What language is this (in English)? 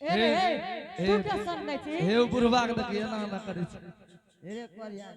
Angika